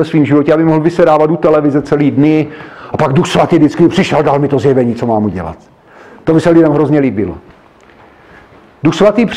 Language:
Czech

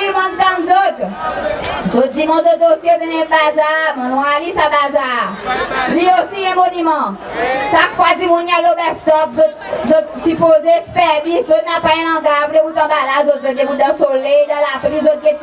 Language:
Seselwa Creole French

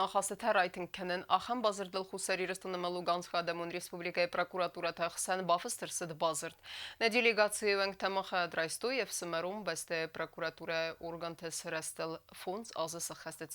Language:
Ossetic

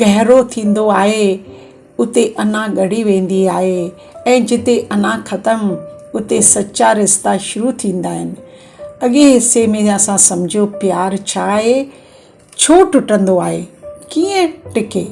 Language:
Sindhi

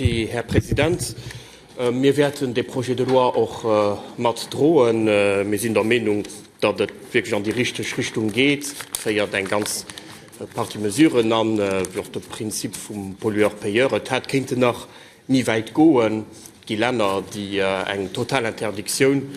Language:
Luxembourgish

